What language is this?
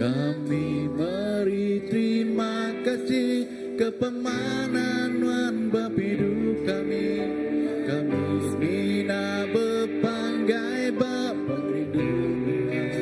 Iban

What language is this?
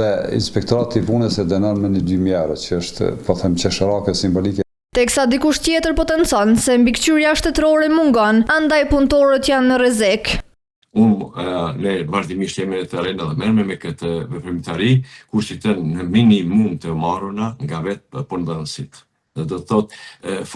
Albanian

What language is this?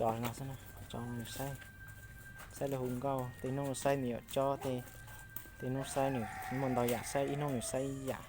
Hmong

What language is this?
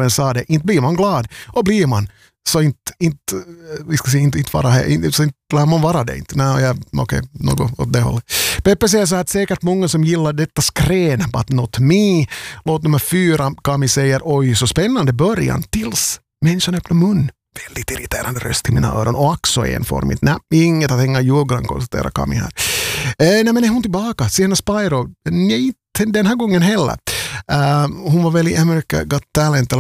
Swedish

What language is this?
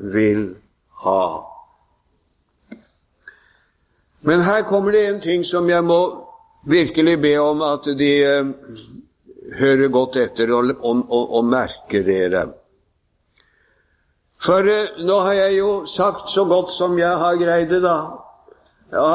Norwegian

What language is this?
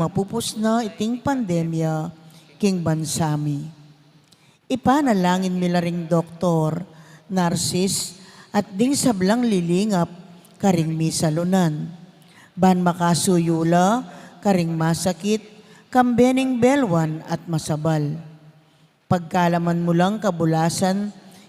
Pampanga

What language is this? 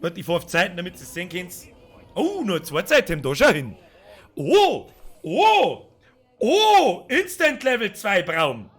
Bavarian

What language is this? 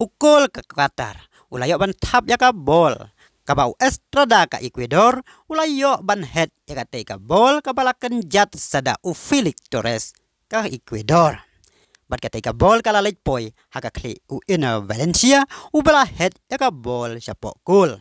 Khasi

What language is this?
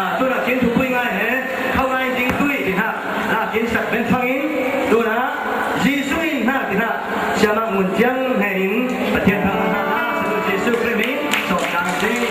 Falam Chin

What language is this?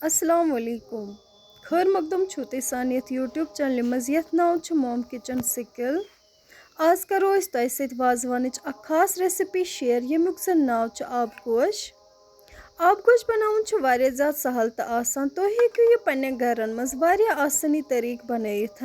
Kashmiri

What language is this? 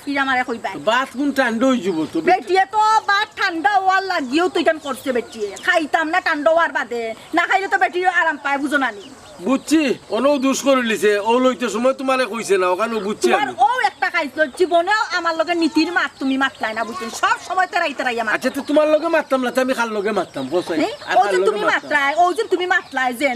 Sylheti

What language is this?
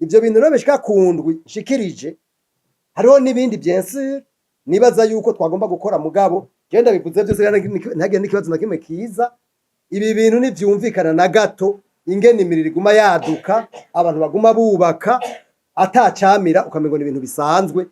Rundi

